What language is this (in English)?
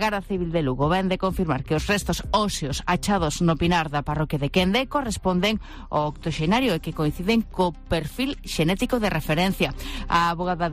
Galician